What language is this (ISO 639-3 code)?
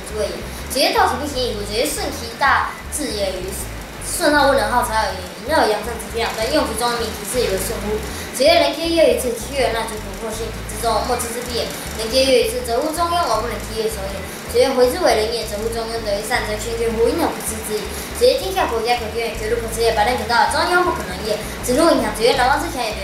lzh